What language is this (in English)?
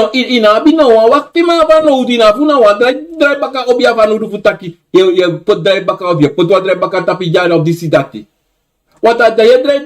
Sranan Tongo